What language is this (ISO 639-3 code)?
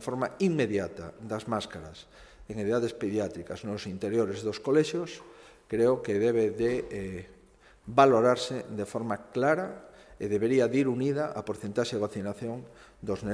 glg